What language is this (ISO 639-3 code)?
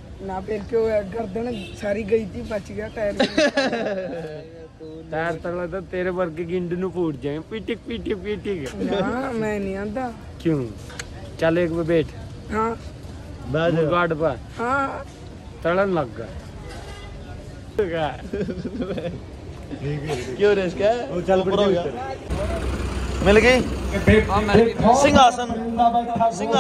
pan